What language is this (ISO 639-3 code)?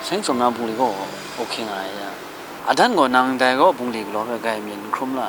kac